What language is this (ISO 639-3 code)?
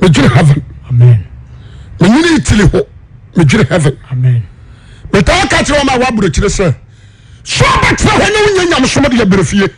aka